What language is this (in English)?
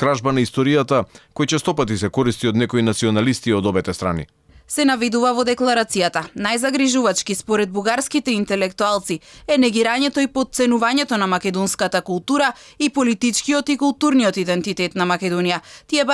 Macedonian